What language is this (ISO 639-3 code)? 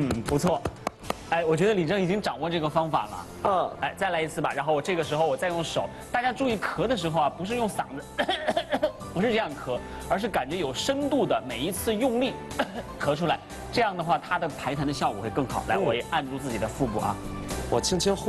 zho